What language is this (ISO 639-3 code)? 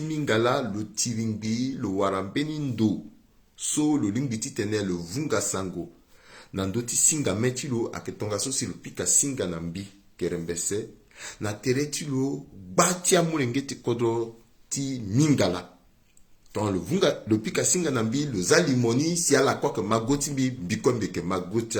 sag